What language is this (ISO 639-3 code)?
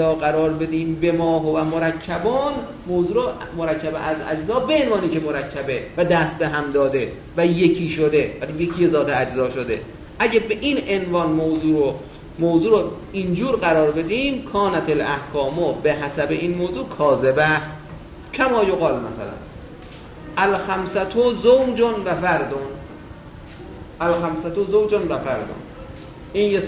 fas